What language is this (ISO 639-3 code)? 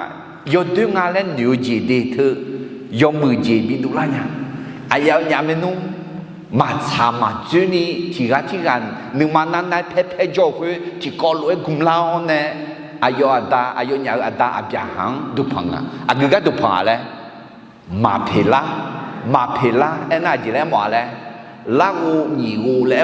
ahk